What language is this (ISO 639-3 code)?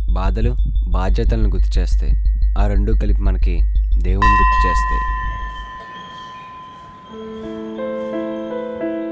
tel